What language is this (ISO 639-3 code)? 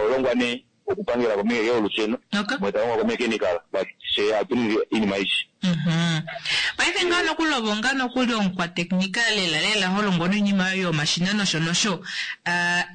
kua